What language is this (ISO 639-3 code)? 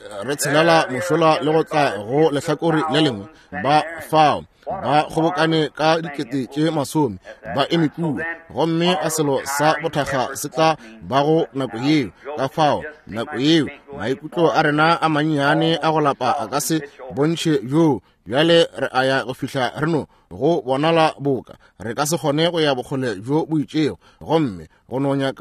nso